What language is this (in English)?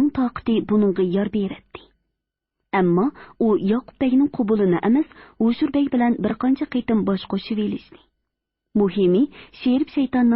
Uyghur